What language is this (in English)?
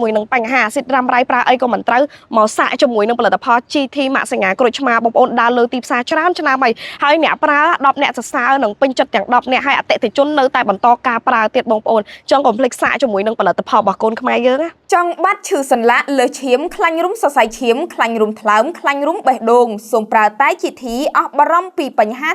Khmer